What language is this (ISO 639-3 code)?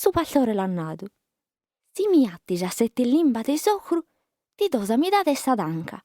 srd